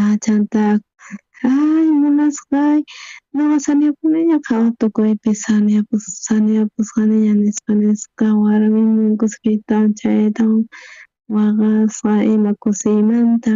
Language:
South Bolivian Quechua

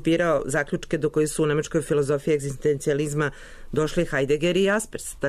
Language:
Serbian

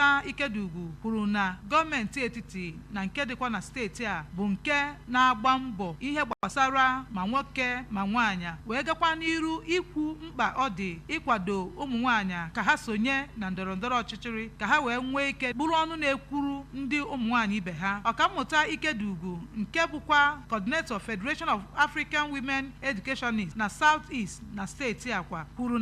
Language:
Igbo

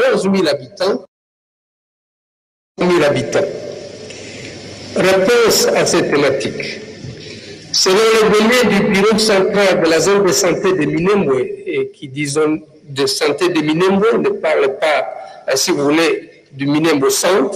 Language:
French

